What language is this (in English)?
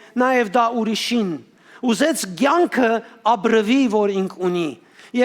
Western Armenian